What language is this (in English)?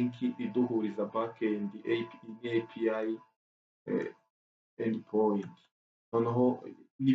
Kinyarwanda